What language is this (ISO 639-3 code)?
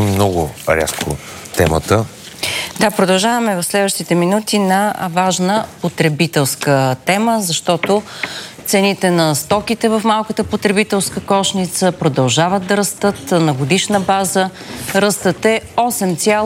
bul